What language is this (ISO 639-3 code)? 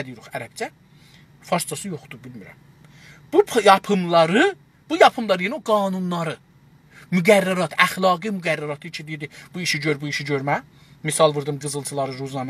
azb